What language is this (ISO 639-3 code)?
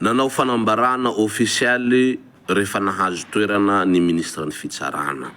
mlg